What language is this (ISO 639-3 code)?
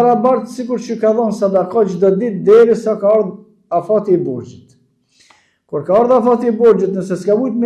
sqi